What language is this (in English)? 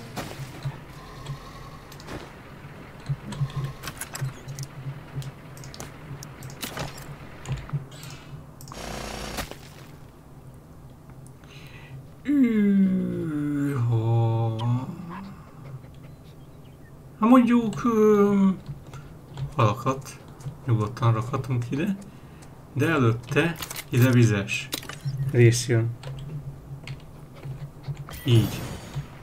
Hungarian